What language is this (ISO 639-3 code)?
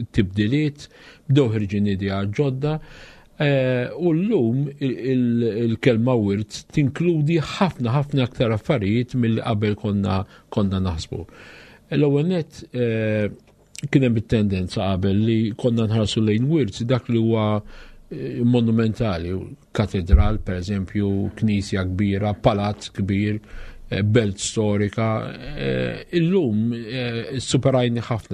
mlt